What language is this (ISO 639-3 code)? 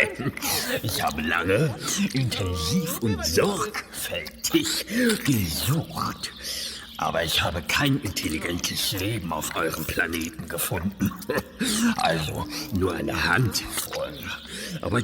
gsw